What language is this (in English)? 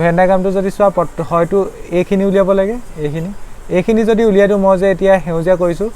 Assamese